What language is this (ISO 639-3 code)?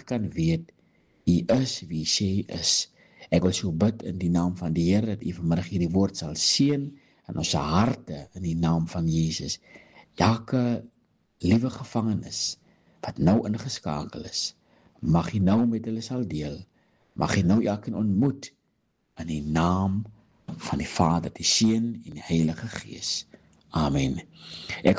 afr